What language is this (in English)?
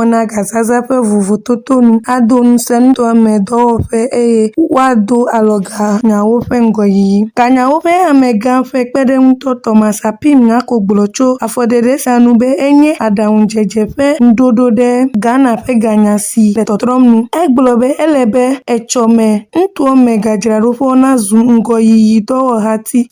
Ewe